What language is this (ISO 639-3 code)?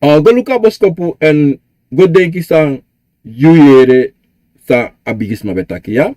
srn